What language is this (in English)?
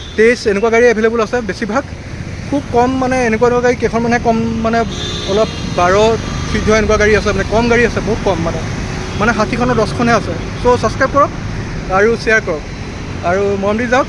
Assamese